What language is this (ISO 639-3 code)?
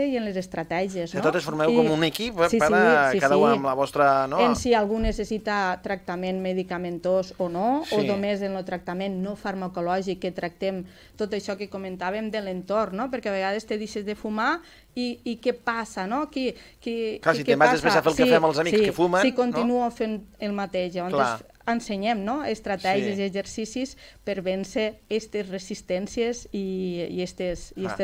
cat